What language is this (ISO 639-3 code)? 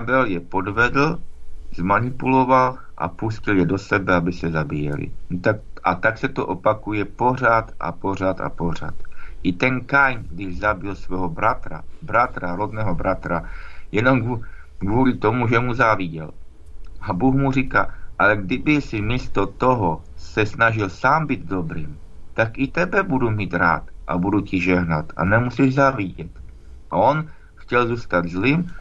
ces